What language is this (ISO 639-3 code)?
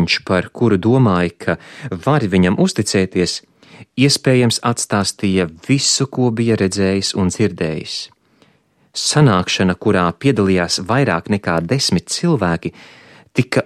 lav